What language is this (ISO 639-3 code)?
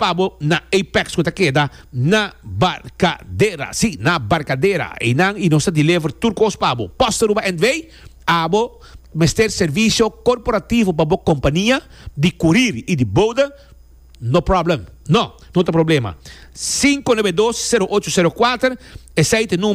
pap